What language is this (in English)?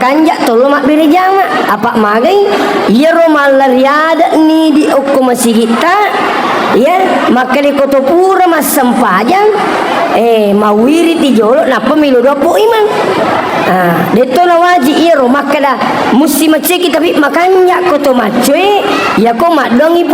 Buginese